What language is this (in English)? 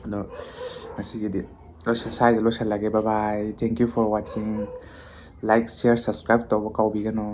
Manipuri